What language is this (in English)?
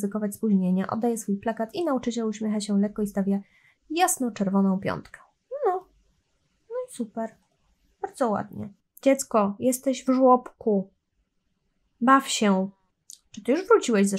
Polish